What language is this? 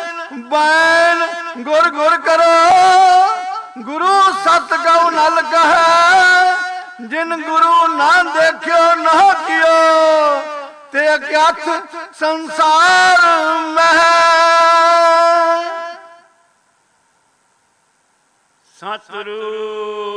Punjabi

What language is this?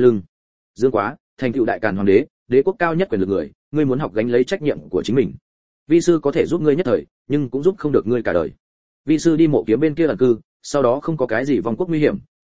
Vietnamese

